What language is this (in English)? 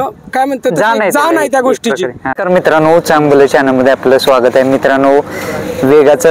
Marathi